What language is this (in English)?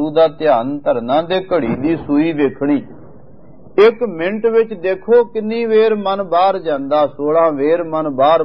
Punjabi